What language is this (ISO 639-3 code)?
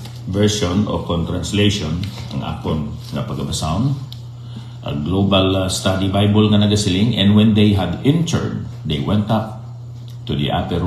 hil